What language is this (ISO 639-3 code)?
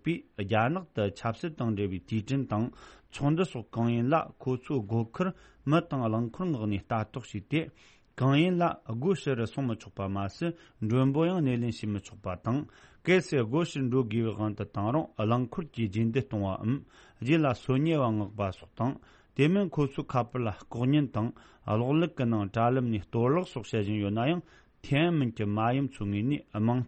bod